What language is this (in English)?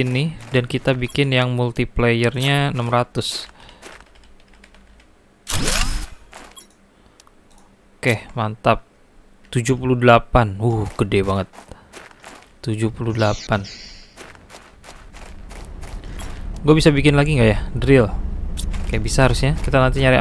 Indonesian